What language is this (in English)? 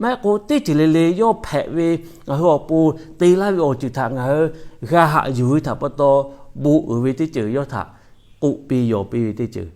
Lahu